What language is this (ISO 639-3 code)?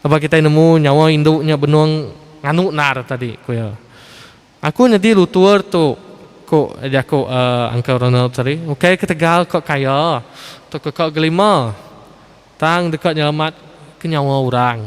iba